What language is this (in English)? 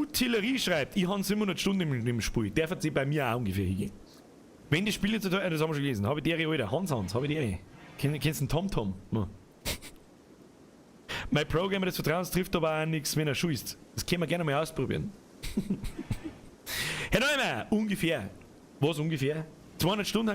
Bavarian